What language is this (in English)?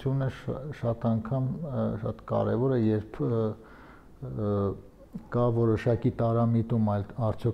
Armenian